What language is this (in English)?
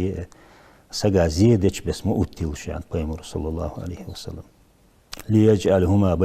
Ingush